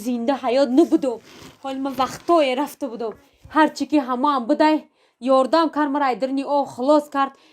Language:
Tajik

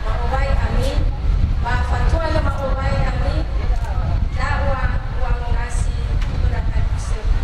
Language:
Nias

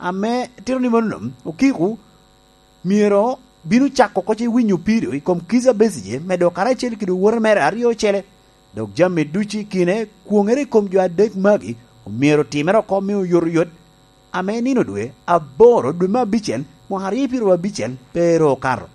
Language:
Lango (Uganda)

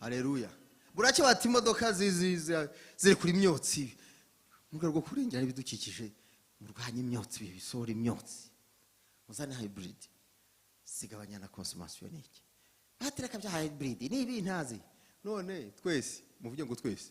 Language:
Kinyarwanda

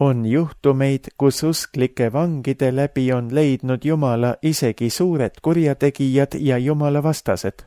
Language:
Estonian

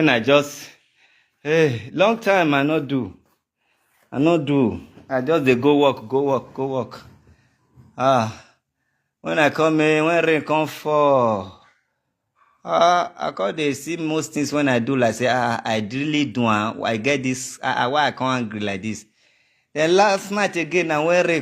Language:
Nigerian Pidgin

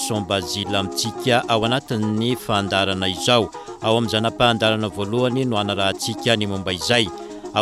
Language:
Malagasy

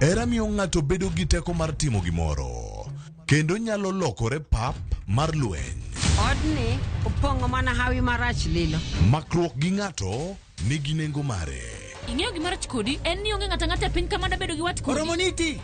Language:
Luo (Kenya and Tanzania)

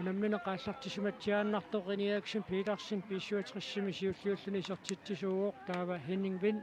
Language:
Kalaallisut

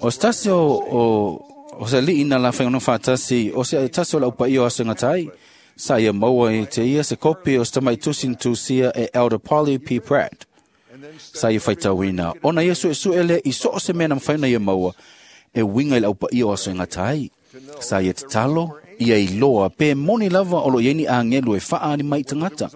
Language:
Samoan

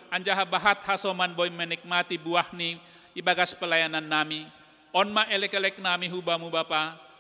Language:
Batak Simalungun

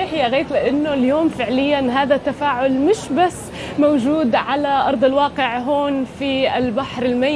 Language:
North Levantine Arabic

